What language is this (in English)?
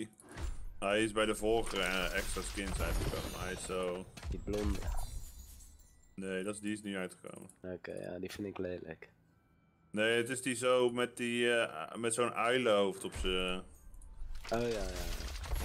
Dutch